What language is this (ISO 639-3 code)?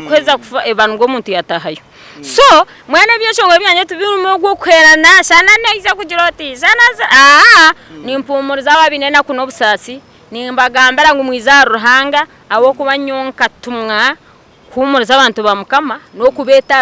nyn